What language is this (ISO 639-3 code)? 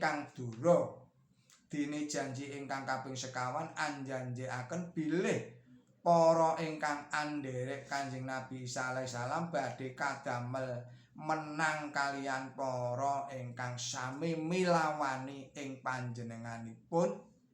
jav